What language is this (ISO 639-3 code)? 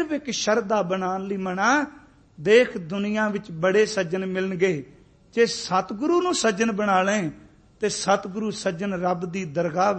pan